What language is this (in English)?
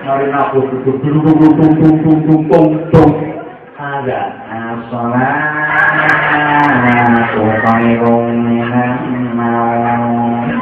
Javanese